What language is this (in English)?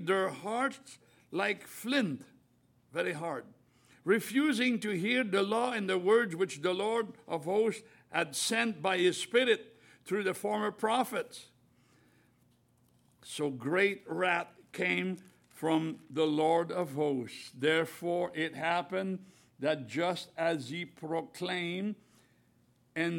English